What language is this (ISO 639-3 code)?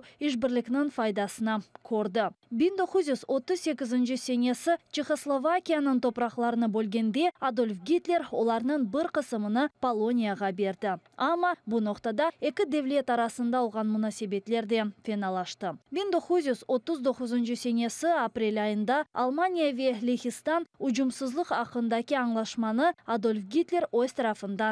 crh